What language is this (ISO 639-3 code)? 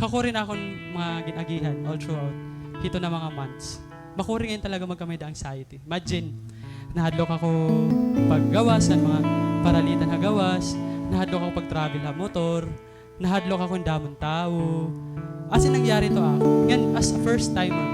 war